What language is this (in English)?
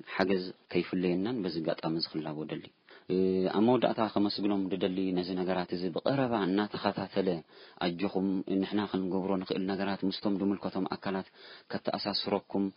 Tigrinya